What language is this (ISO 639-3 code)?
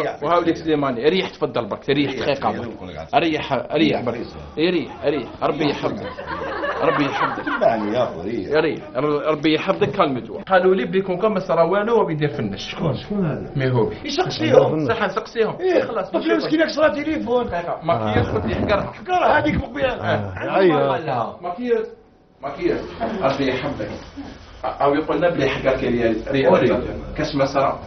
arq